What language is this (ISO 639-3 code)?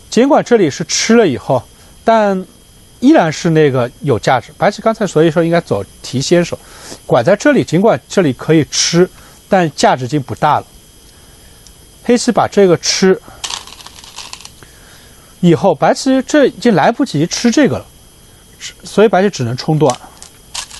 zho